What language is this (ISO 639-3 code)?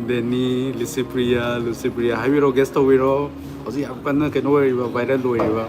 mni